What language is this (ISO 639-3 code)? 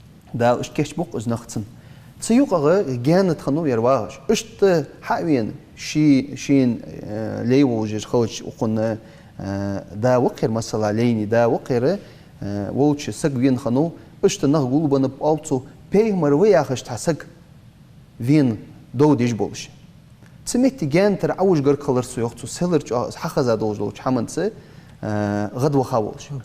inh